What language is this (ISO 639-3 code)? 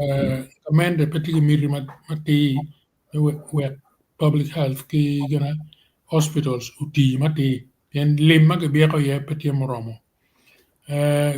ach